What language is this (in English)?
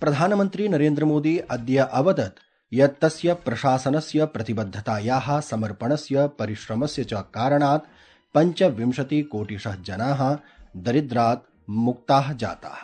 Sanskrit